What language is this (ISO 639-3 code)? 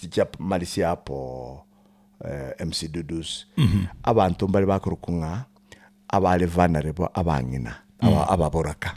guz